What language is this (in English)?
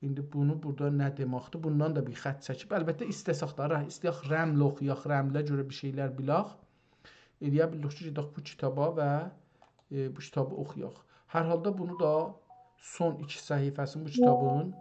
South Azerbaijani